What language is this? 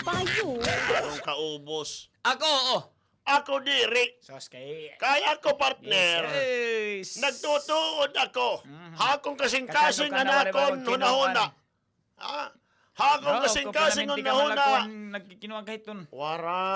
Waray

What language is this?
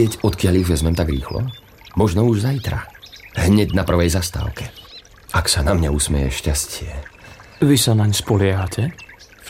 Slovak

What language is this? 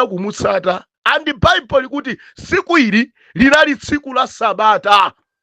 Nyanja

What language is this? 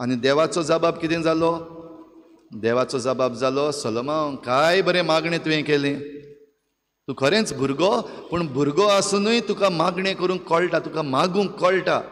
Konkani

